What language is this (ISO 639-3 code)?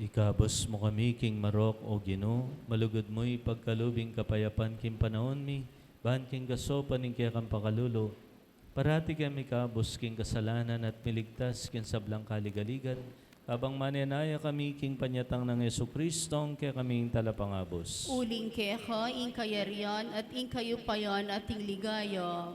pam